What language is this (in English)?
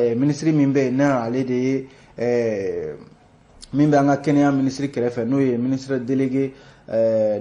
Bambara